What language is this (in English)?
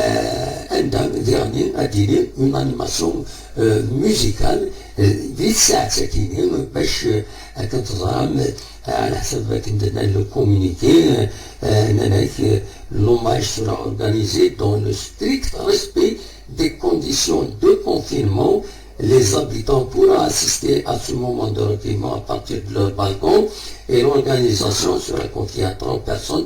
Kabyle